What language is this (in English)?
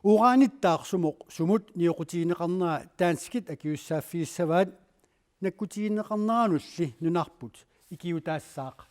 Kalaallisut